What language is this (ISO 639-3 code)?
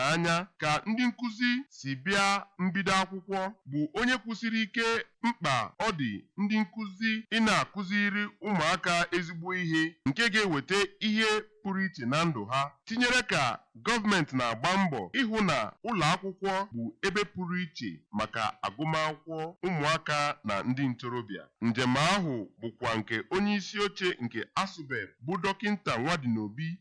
ibo